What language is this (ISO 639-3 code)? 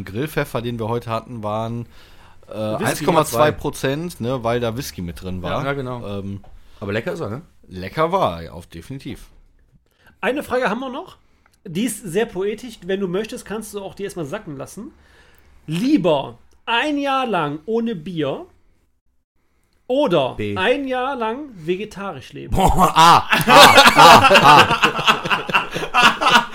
deu